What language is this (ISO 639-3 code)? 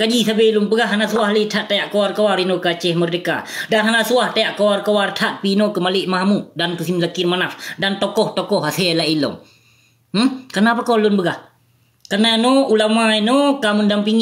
ace